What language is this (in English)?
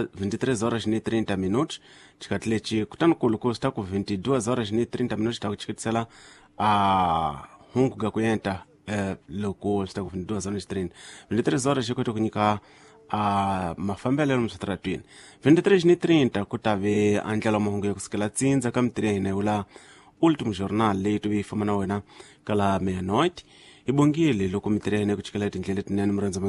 Tsonga